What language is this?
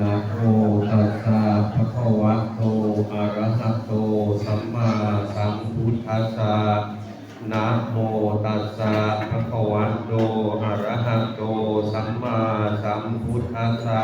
Pali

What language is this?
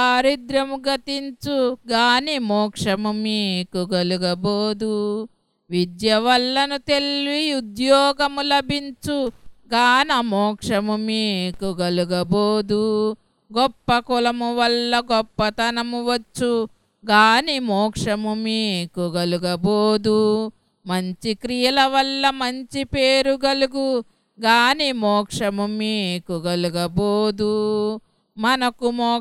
Telugu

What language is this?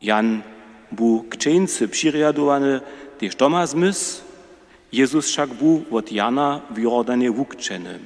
Upper Sorbian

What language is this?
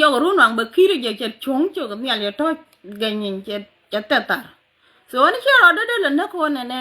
Nuer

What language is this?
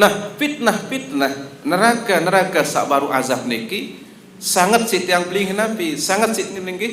Sasak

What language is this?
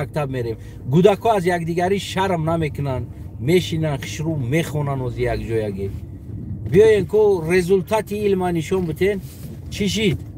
Tajik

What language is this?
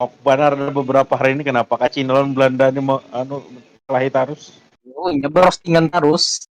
Banjar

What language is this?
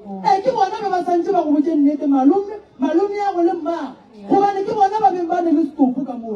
Northern Sotho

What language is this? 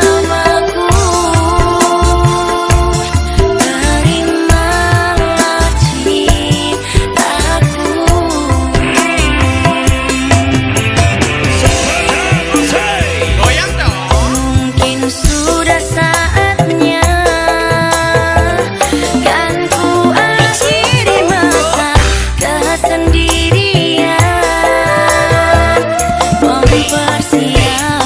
Indonesian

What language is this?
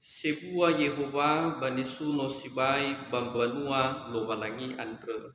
Nias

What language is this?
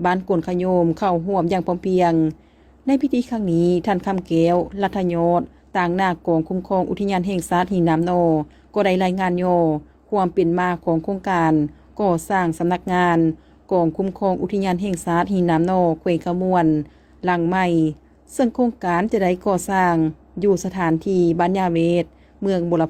Lao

